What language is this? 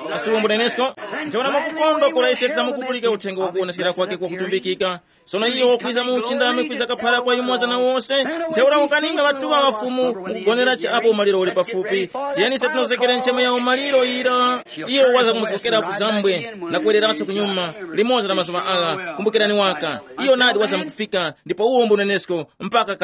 Tumbuka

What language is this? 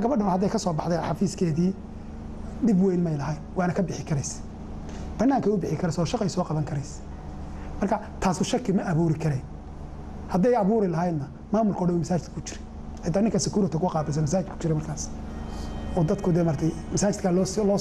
Somali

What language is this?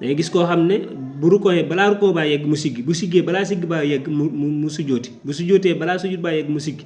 Wolof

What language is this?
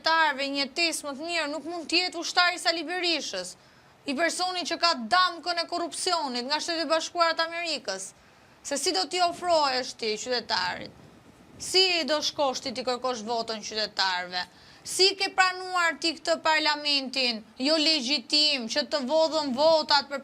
Albanian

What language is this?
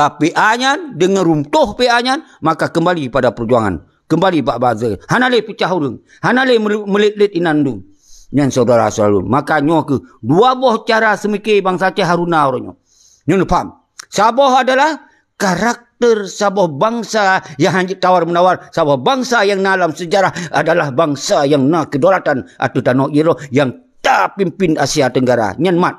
Achinese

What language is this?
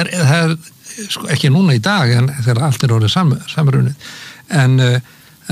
Icelandic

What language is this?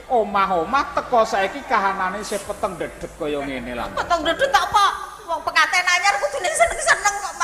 Javanese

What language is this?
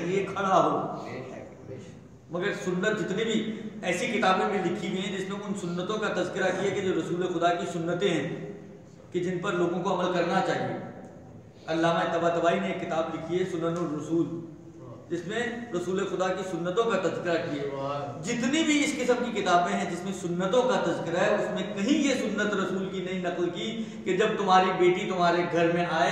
Urdu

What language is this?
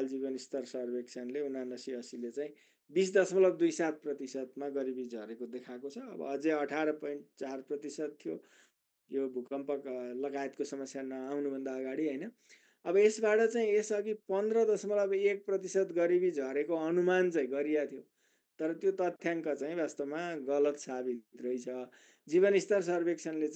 Nepali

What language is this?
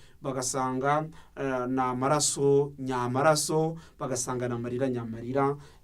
Kinyarwanda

